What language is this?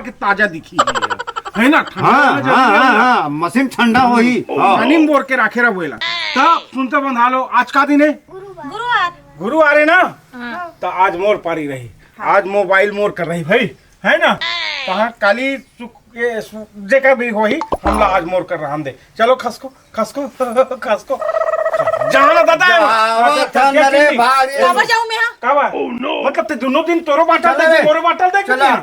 Chhattisgarhi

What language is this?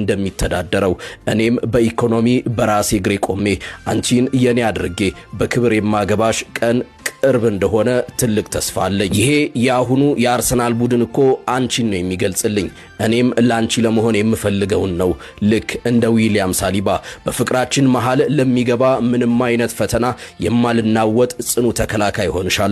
Amharic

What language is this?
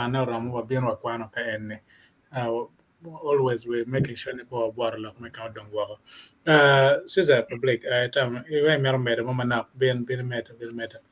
Acoli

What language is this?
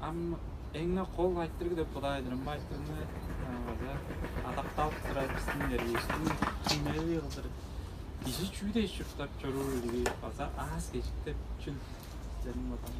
Tuvinian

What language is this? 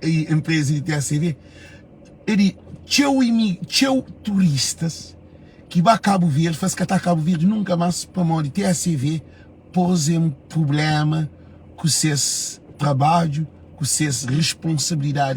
Kabuverdianu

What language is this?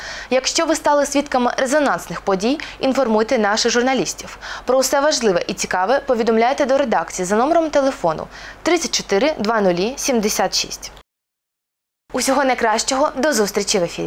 Ukrainian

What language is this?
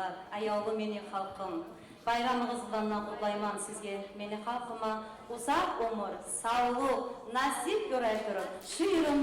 Kumyk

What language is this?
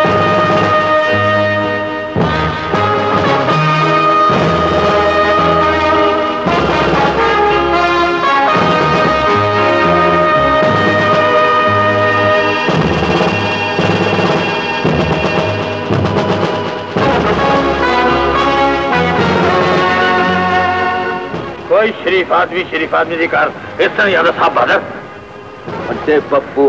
Hindi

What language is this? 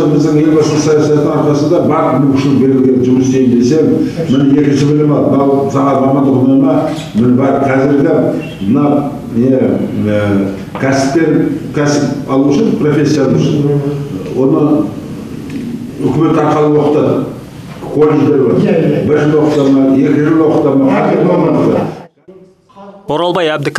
Kazakh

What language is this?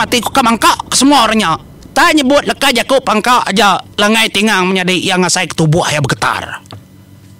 Iban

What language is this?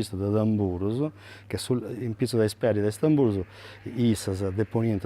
Sardinian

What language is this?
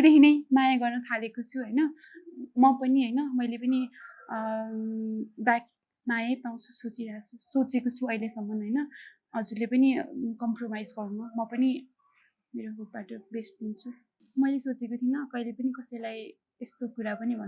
Nepali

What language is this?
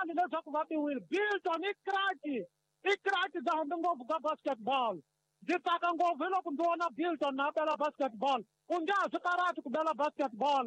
Tsonga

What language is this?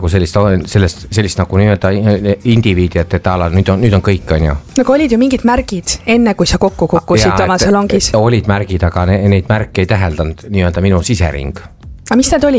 Estonian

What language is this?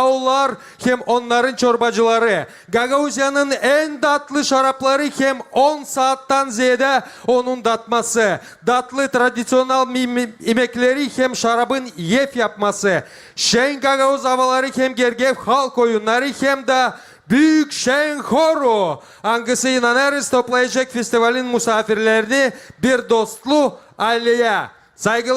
Gagauz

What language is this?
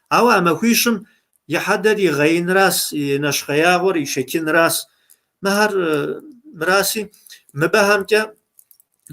Kabardian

